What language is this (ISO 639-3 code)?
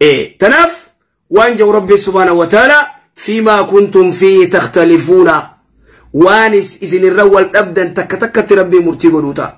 orm